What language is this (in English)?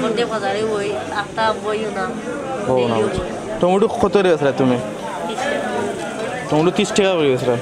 Sylheti